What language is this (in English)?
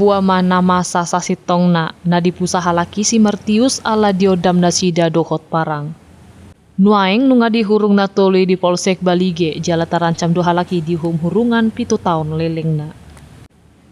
Batak Toba